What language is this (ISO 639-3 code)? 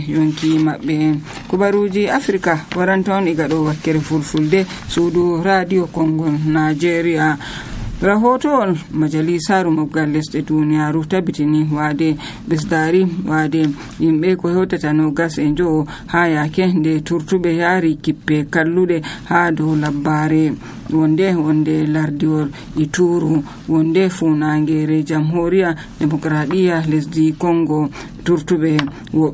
fuv